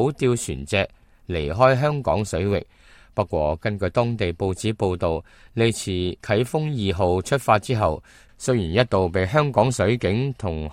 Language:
Cantonese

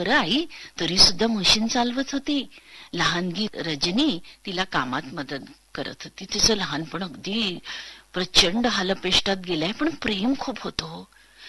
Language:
Marathi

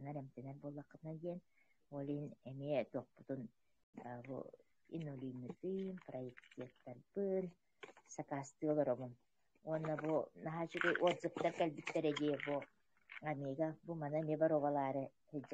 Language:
Yakut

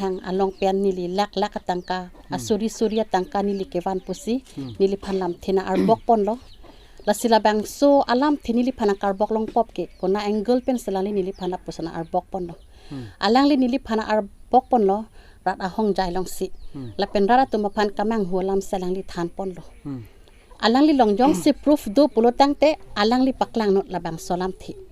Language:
Karbi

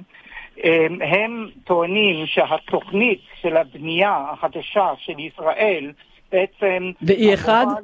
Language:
Hebrew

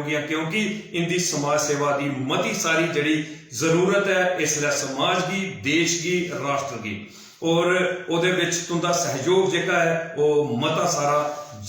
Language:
Dogri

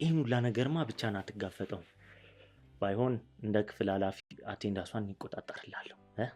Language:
Amharic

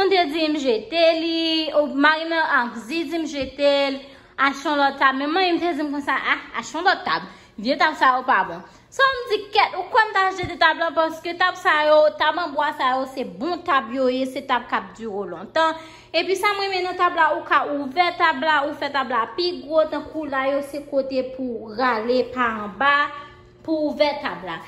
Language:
Haitian Creole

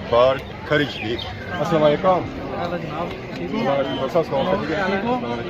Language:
Pahari-Potwari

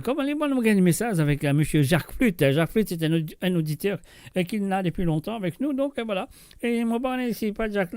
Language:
Morisyen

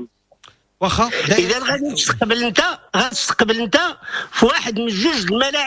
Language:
Moroccan Arabic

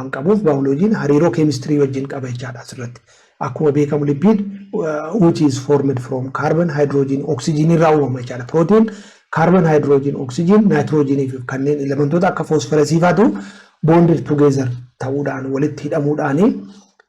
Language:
Oromo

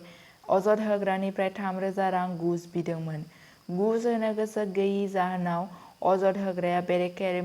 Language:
Bodo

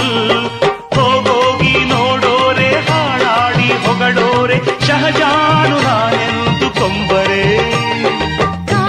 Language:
Kannada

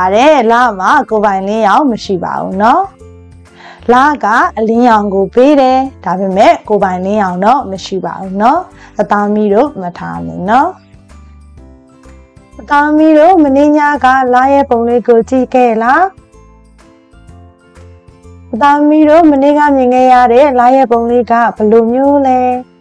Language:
Burmese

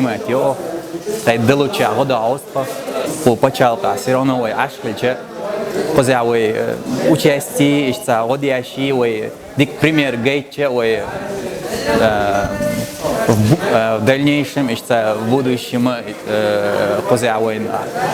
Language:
Chechen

